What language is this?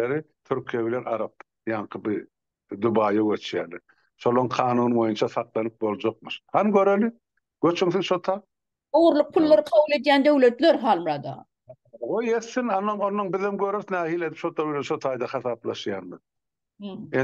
Turkmen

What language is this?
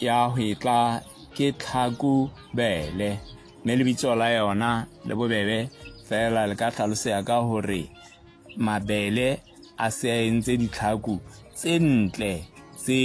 Southern Sotho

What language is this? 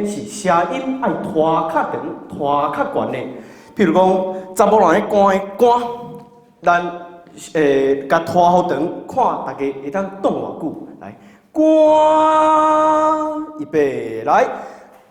Min Nan Chinese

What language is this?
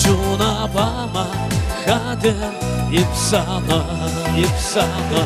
Chuvash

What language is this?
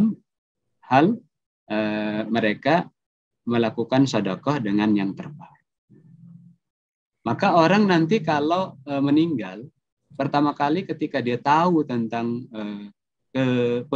Indonesian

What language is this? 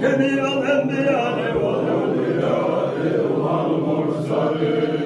Chechen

